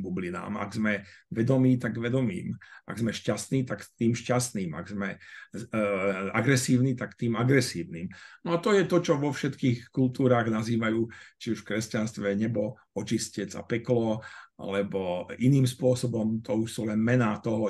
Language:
Slovak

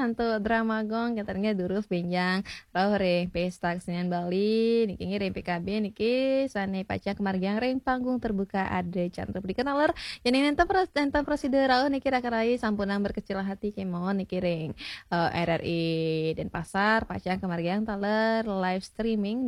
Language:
Balinese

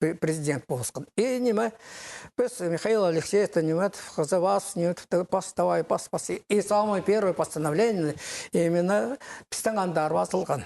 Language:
Khakas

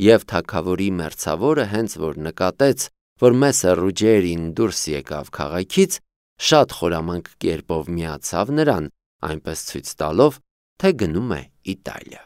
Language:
Armenian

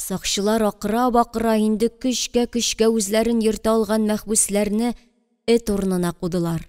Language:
Tatar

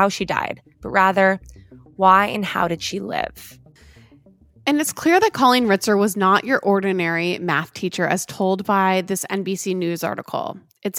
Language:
English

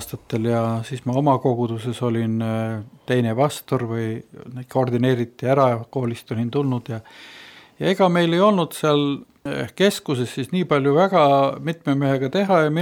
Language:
Estonian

